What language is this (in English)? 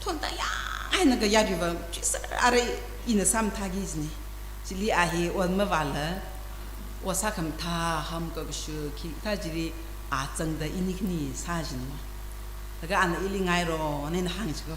Tangkhul Naga (India)